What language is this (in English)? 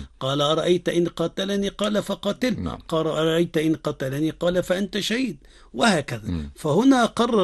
Arabic